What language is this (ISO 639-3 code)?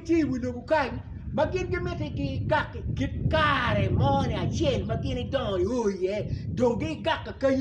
ach